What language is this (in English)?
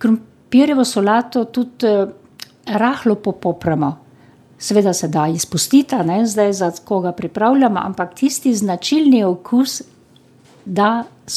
Slovenian